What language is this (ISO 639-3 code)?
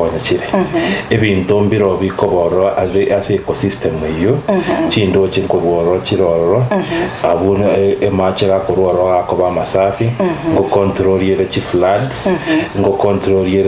guz